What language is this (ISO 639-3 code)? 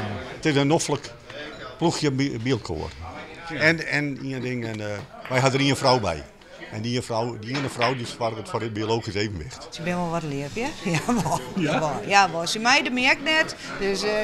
fry